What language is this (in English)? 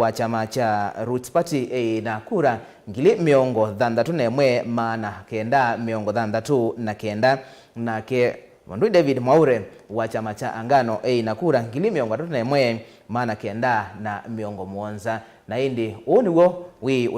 Kamba